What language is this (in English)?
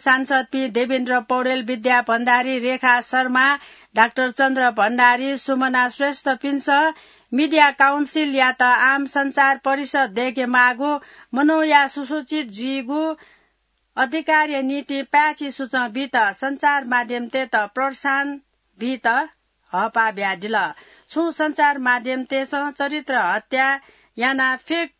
Newari